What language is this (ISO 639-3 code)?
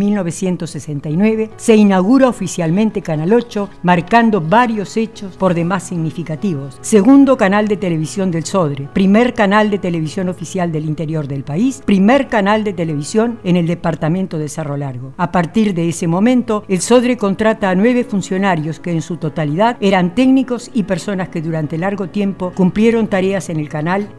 spa